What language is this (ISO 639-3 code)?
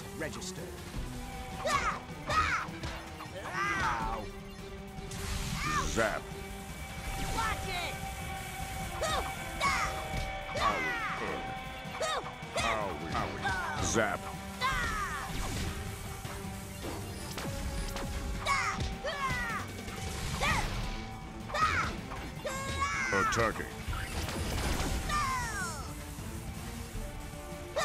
eng